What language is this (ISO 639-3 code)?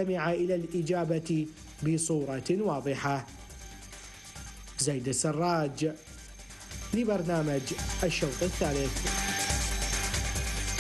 ara